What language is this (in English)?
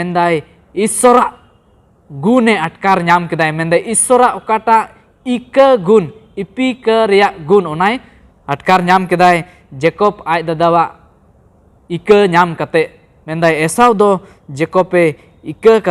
Santali